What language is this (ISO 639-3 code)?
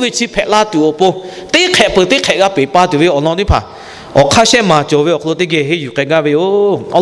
lhu